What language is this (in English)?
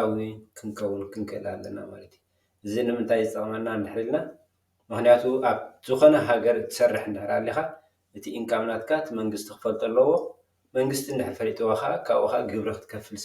Tigrinya